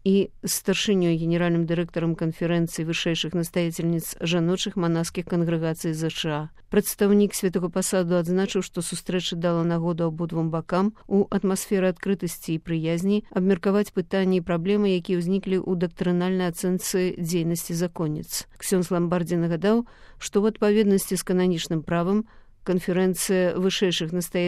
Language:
Belarusian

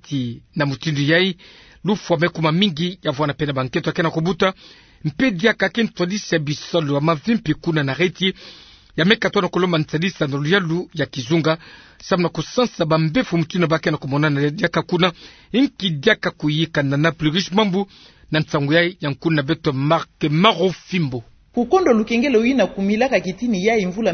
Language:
Kituba (Democratic Republic of Congo)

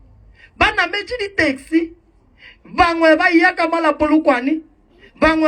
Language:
Northern Sotho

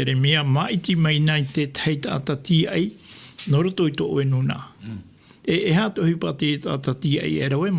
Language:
Tahitian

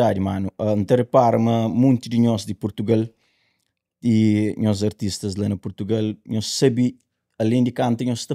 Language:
Kabuverdianu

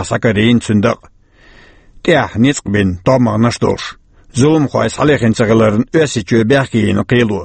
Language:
Chechen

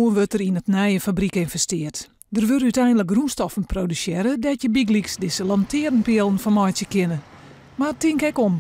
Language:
Western Frisian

